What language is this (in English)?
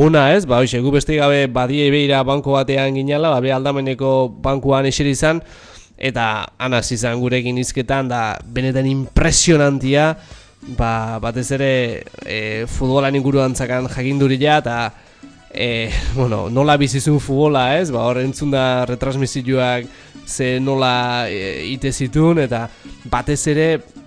Basque